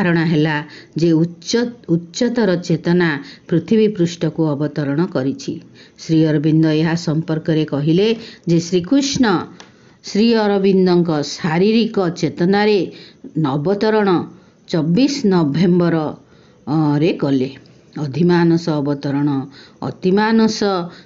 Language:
Odia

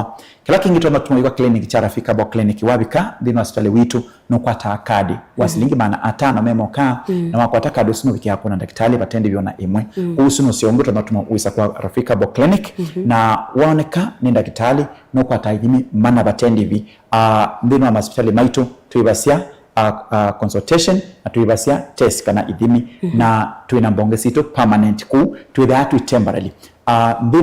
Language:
Kamba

